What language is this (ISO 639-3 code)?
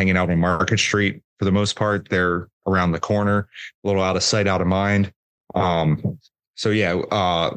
eng